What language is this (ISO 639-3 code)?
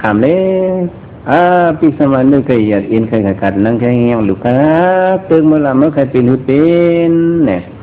shn